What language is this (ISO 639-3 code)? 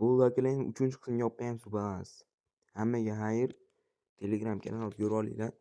uzb